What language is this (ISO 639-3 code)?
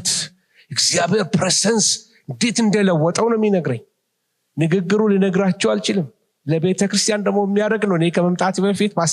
amh